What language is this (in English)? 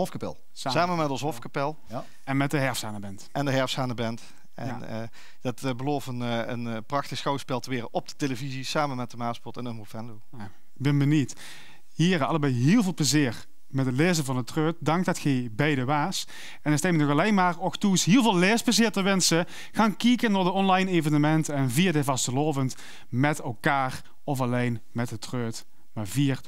Limburgish